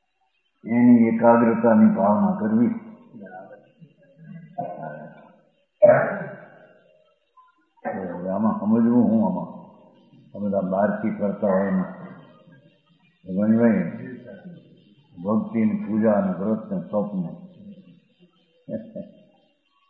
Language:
Gujarati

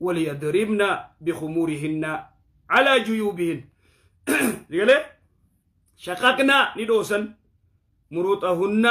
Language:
Oromo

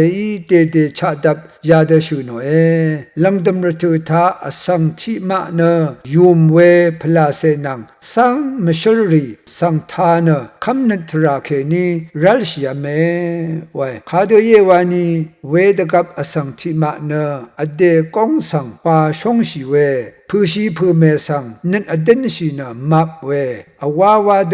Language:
Rawang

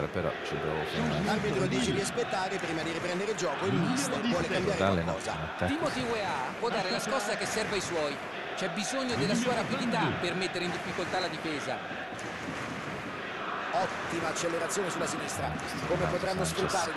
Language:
Italian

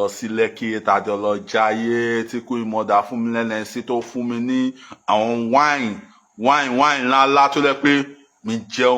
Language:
Yoruba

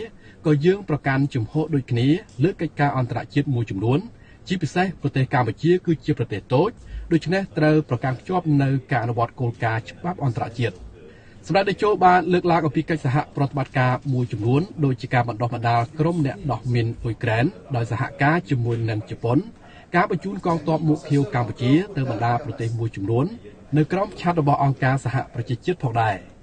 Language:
Khmer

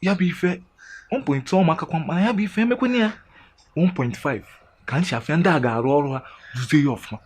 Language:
Igbo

